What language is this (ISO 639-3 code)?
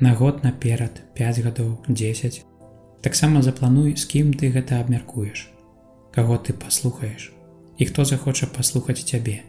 bel